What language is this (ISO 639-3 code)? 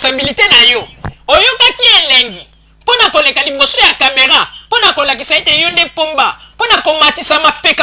lin